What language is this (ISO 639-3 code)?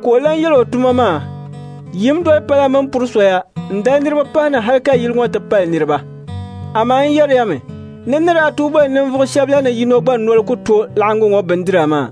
dag